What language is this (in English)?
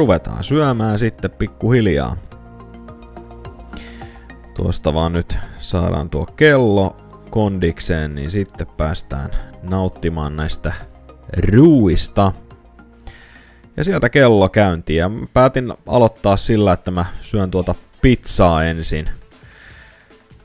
Finnish